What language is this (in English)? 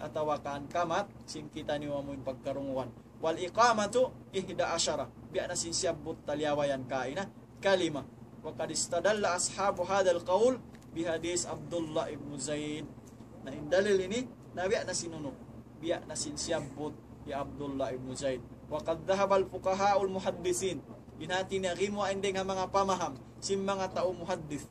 Tausug